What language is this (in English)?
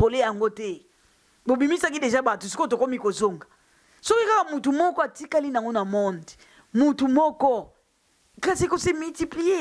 Lingala